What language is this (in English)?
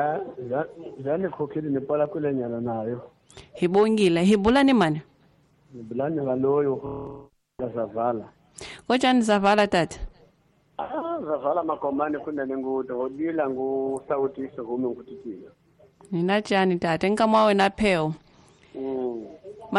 Tsonga